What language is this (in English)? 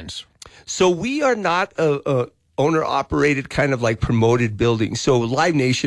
English